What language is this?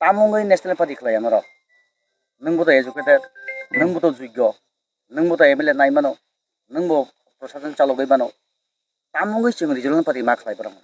Kok Borok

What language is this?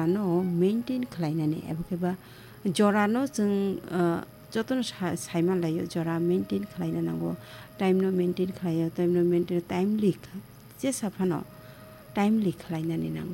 Kok Borok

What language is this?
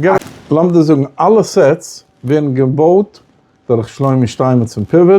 Yiddish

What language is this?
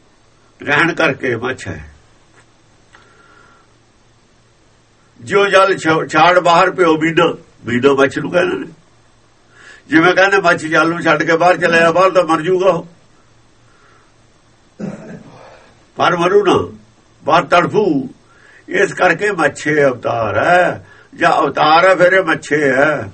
Punjabi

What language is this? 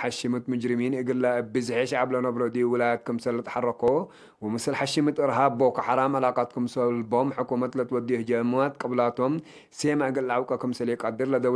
Tigre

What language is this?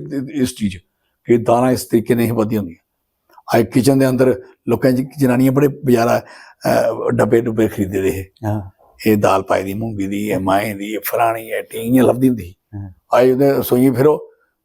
Dogri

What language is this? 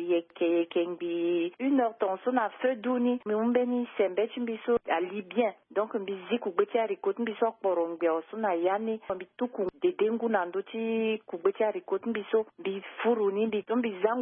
Sango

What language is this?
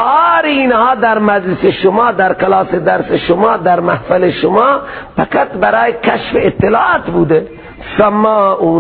Persian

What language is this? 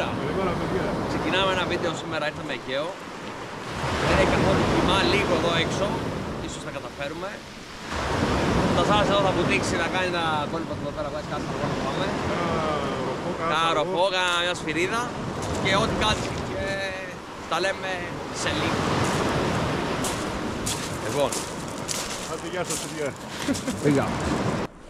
Greek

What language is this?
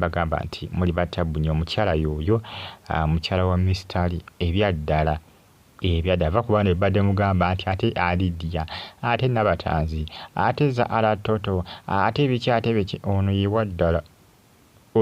Ganda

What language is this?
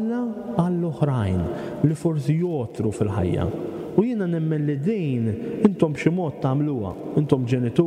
Maltese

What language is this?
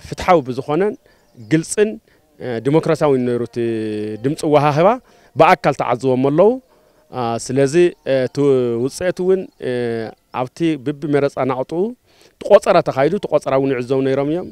Tigrinya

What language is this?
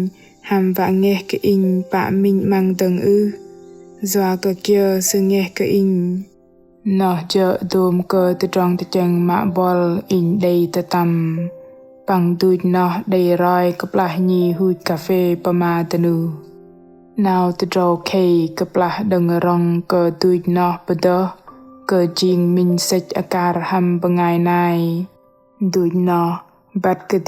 Bahnar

